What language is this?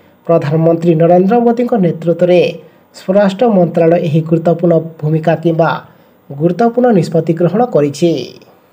Odia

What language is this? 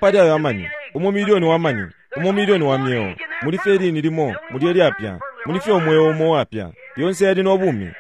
Bemba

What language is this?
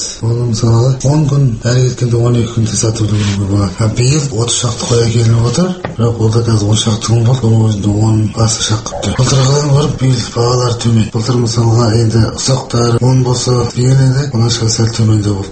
Kazakh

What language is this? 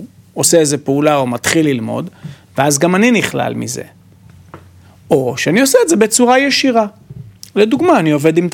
Hebrew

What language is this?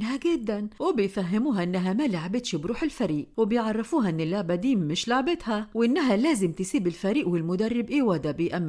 Egyptian Arabic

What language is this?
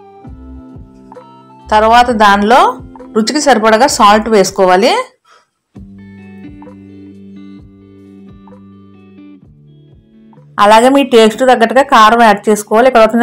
Telugu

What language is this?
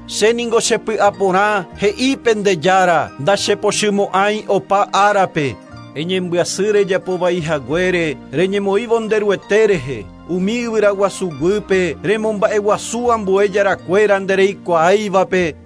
Guarani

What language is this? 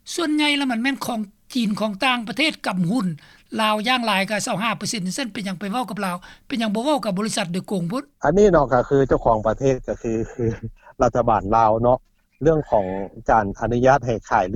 Lao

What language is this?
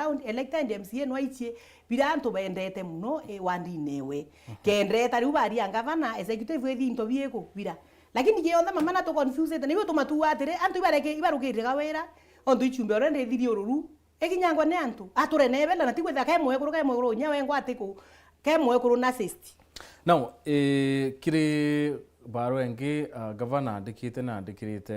Meru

